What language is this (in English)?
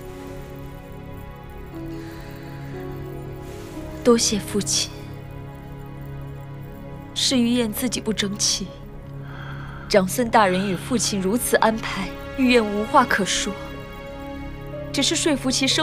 Chinese